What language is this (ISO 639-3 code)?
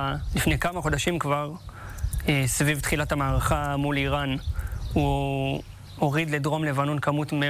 heb